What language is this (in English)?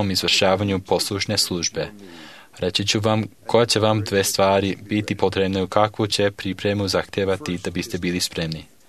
Serbian